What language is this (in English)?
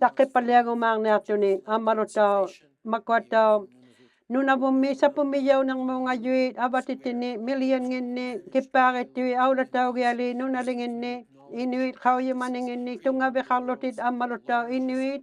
Inuktitut